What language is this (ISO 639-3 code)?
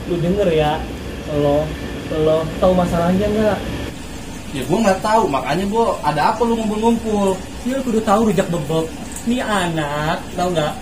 bew